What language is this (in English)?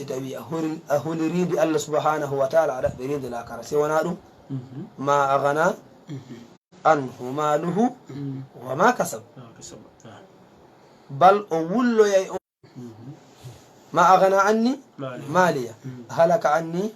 Fula